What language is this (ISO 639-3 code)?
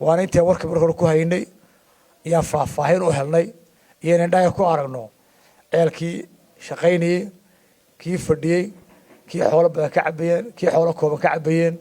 som